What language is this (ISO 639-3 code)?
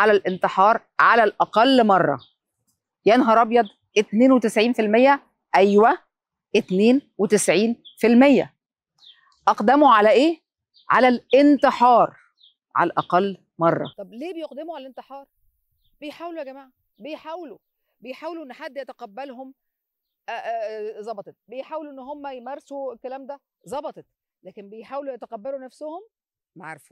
arz